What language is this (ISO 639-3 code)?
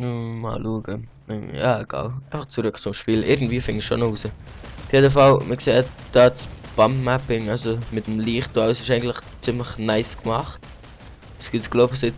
gsw